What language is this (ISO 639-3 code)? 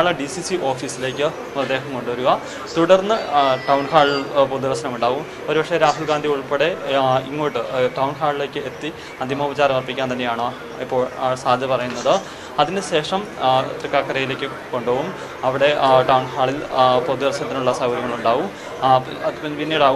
mal